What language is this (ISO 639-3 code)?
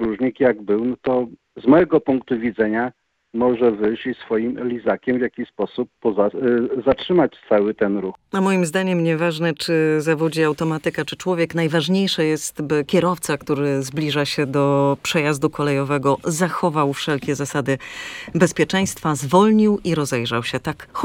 pol